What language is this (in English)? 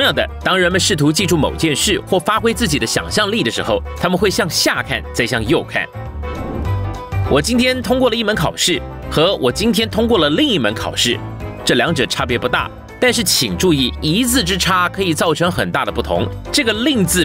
Chinese